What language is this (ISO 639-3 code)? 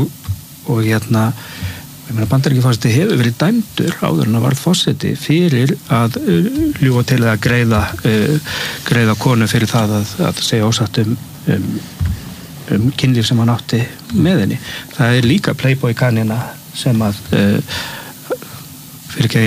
isl